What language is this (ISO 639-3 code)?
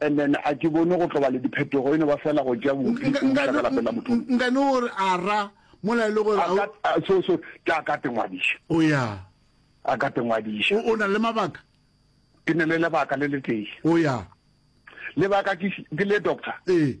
nso